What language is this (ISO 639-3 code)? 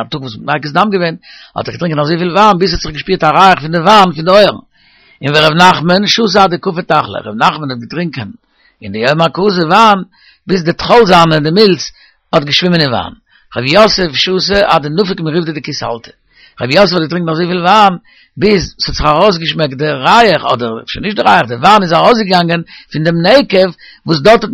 yid